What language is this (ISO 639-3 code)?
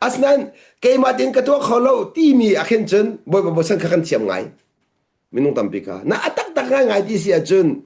cnh